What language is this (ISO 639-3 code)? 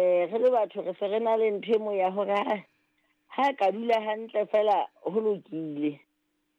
sot